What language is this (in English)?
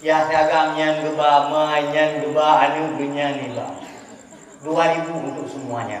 Achinese